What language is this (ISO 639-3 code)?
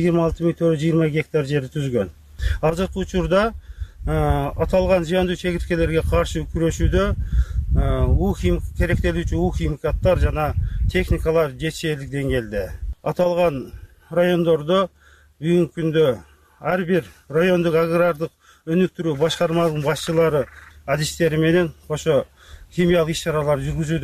kir